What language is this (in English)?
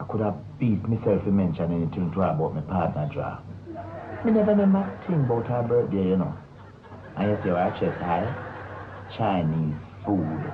Jamaican Creole English